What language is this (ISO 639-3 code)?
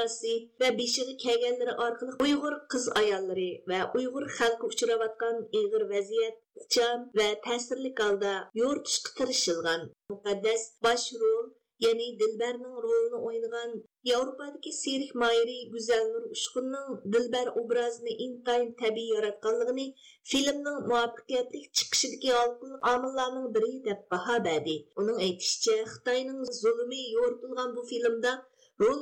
uig